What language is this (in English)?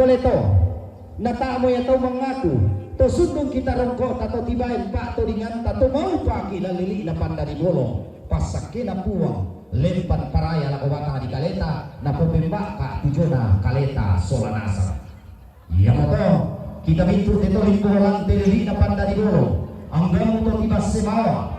Toraja-Sa'dan